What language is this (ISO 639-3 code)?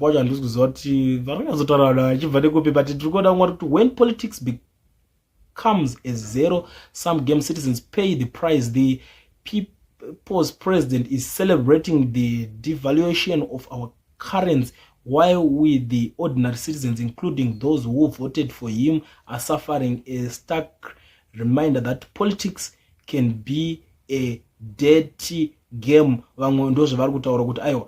sna